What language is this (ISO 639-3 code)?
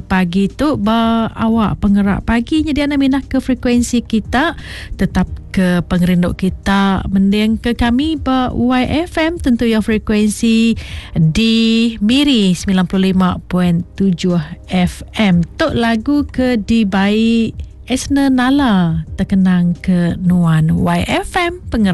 iba